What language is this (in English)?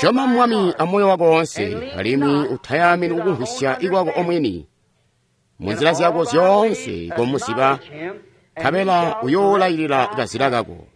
Tonga (Zambia)